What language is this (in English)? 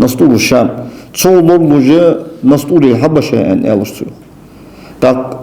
Ingush